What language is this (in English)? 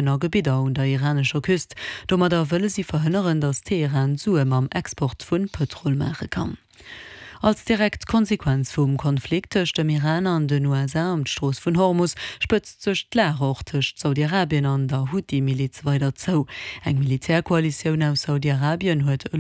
Luxembourgish